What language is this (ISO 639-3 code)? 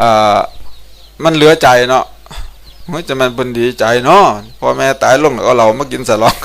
tts